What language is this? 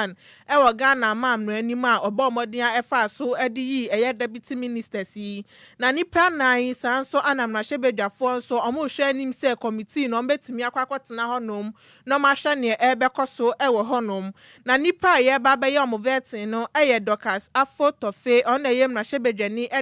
Akan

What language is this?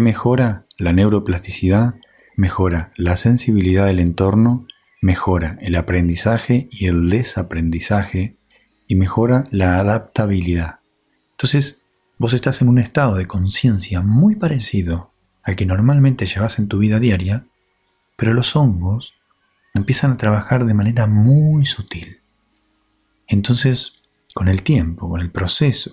Spanish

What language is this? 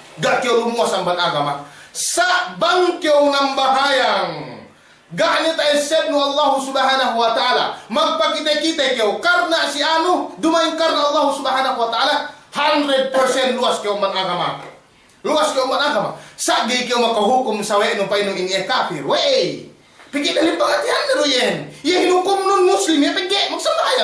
Yakan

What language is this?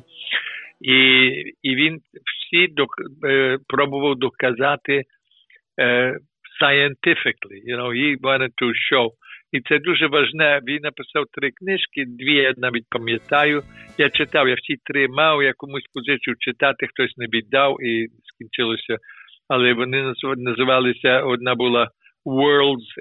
Ukrainian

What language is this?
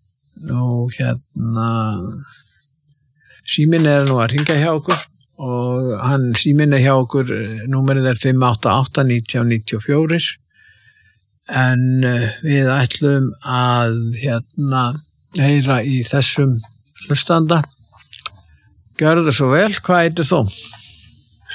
Icelandic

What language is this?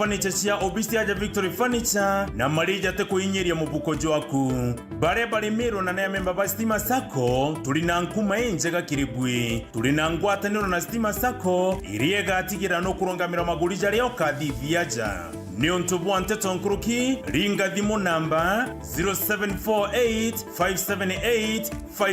Meru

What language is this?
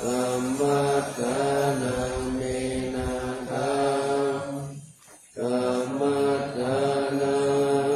Pali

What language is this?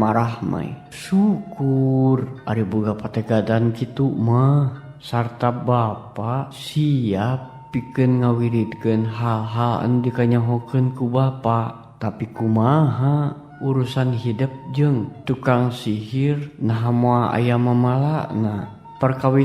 Sundanese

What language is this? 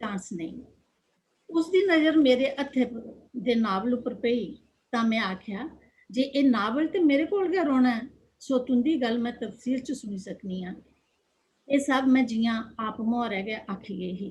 Dogri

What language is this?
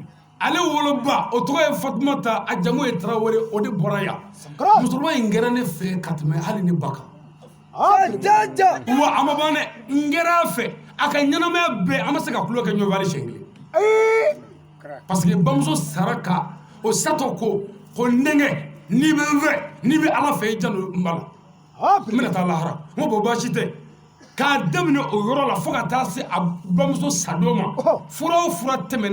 Bambara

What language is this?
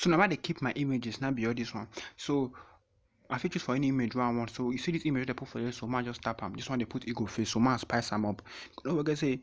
Nigerian Pidgin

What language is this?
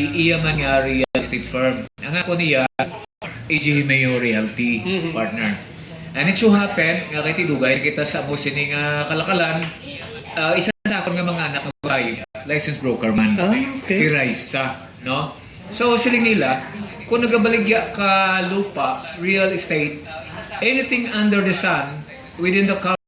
Hiligaynon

